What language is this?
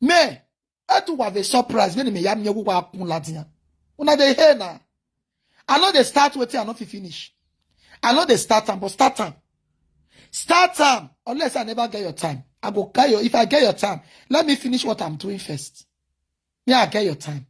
Nigerian Pidgin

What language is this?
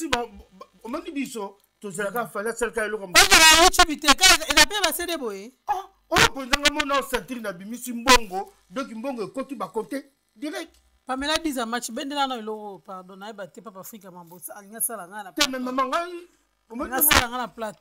Lingala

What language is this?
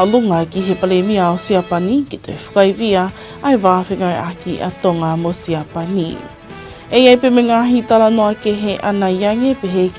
Tongan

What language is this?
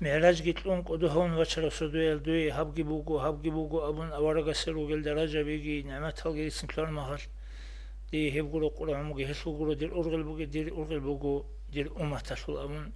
Avaric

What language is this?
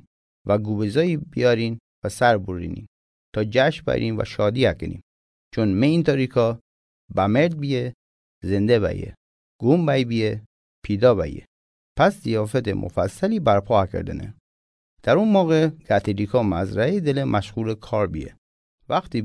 Mazanderani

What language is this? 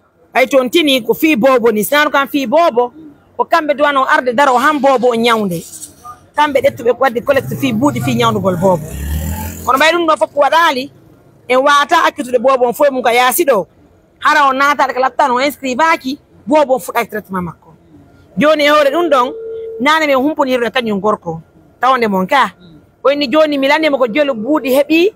Pular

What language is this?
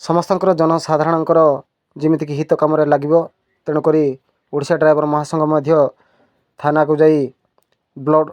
Odia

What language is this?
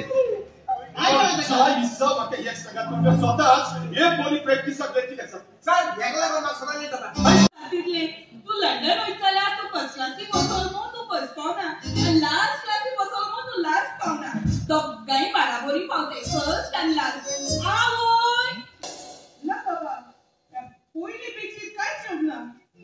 Konkani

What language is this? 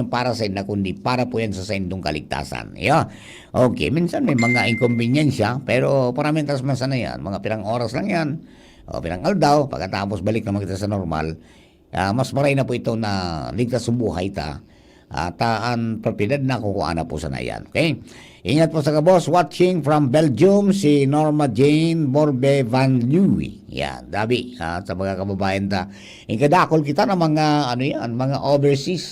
Bikol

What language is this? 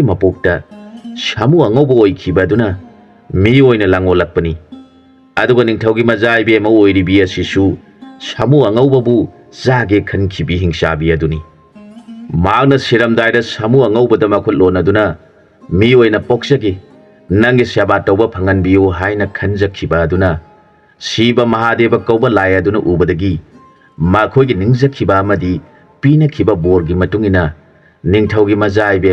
Manipuri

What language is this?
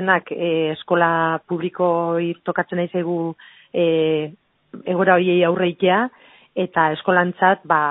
Basque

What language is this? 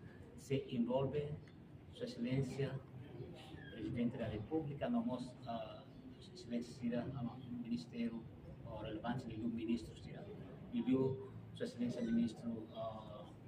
Tetum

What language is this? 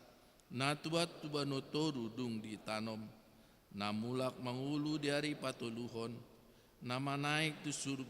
Batak Toba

